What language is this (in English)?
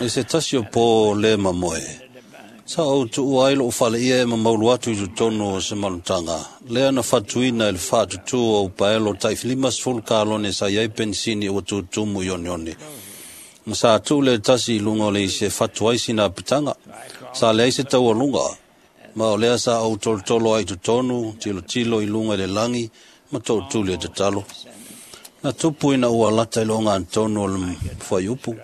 Samoan